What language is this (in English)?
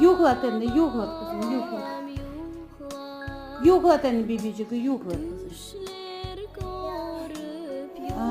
Crimean Tatar